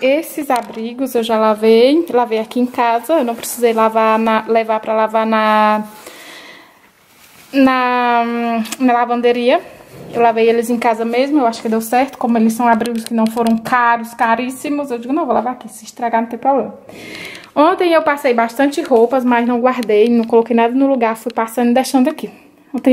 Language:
Portuguese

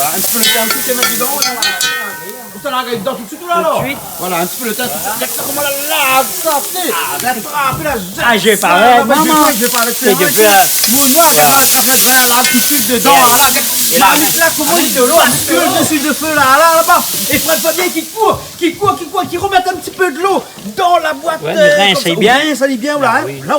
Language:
Réunion Creole French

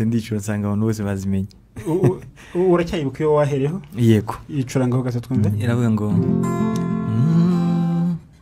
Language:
Kinyarwanda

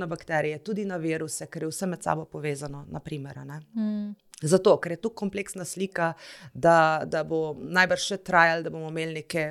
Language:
Slovenian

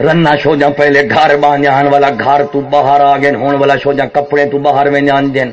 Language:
Saraiki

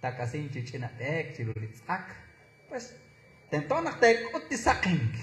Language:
Kekchí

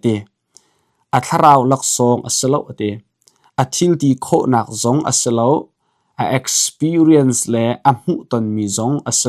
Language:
Hakha Chin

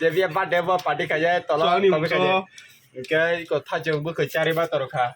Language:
Kok Borok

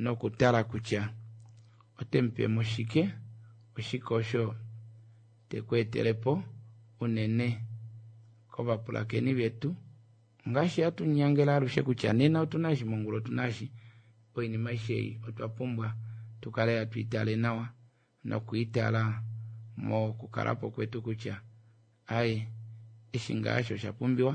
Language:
Kuanyama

